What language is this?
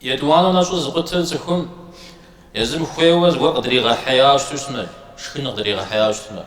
Kabardian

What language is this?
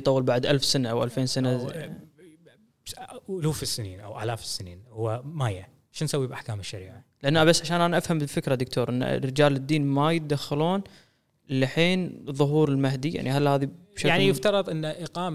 Gulf Arabic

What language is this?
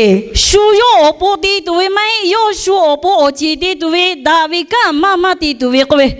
Lahu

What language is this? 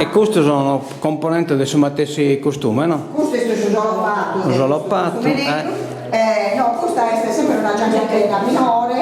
Sardinian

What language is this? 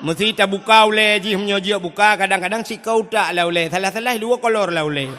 Achinese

